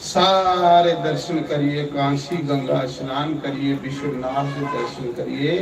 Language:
Dogri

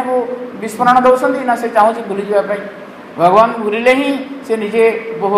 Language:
Odia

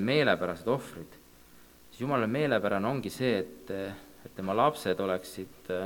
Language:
Estonian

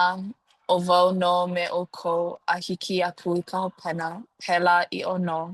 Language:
Hawaiian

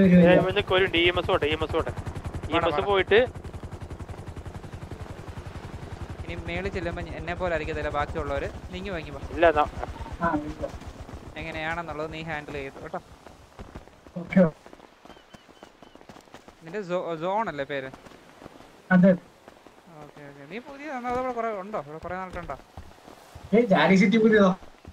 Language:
Malayalam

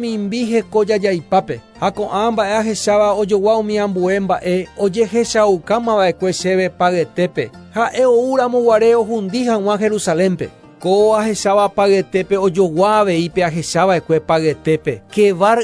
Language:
Guarani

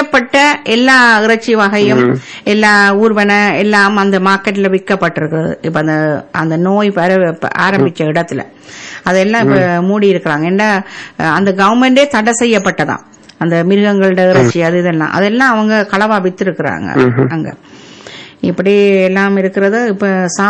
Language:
Tamil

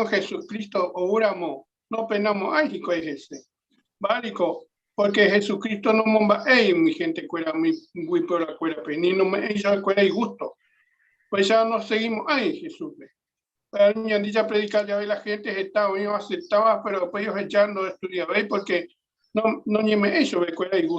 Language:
Guarani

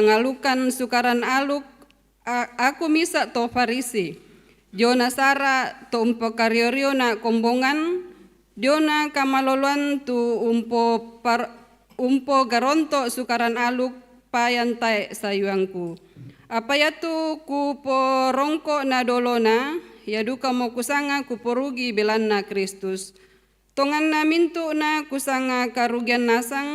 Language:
Toraja-Sa'dan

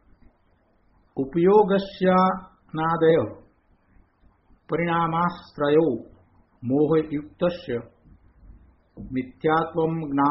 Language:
Gujarati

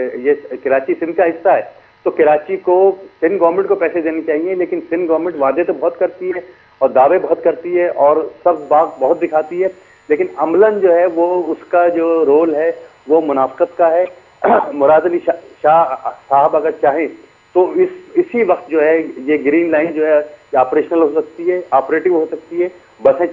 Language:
Urdu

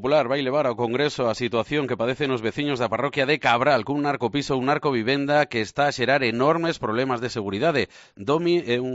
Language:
Galician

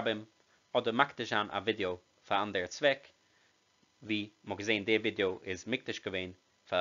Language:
Yiddish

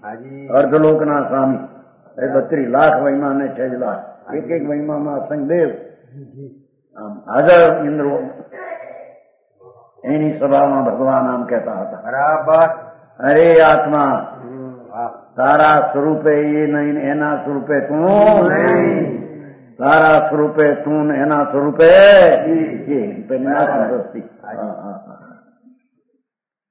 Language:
Gujarati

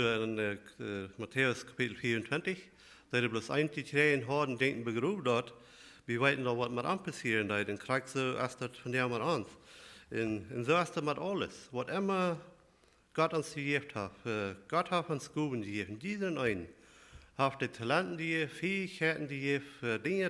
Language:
Plautdietsch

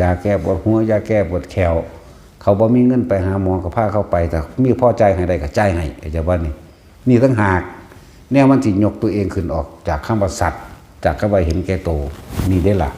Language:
Northeastern Thai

